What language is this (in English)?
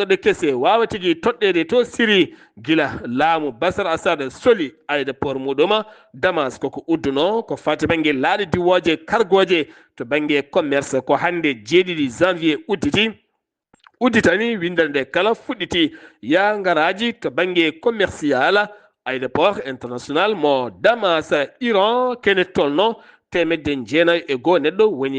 Fula